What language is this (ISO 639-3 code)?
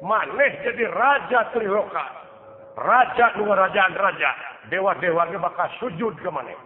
sun